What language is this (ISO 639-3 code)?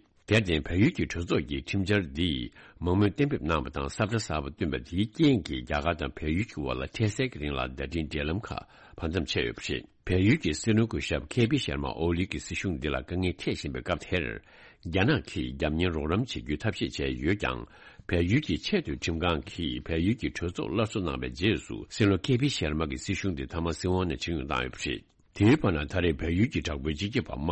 bod